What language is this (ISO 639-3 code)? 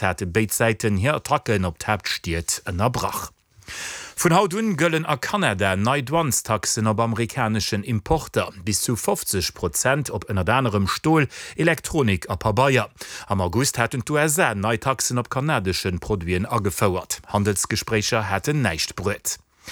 ltz